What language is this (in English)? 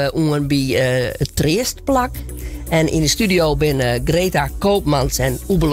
Western Frisian